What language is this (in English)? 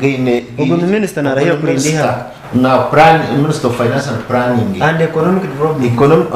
Nyankole